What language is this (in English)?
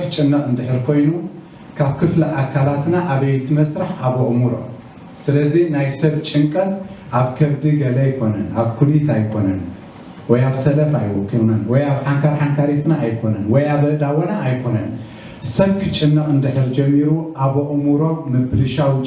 Tigrinya